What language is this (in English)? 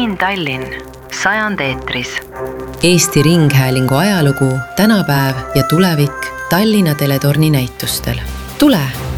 Estonian